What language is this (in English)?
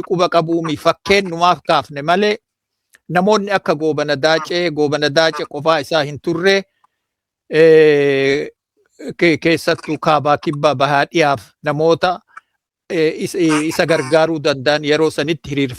Oromo